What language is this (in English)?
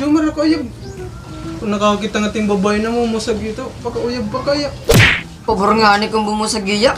Waray